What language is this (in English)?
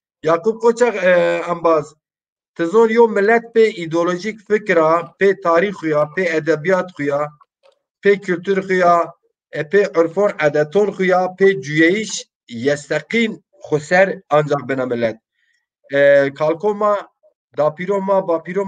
Zaza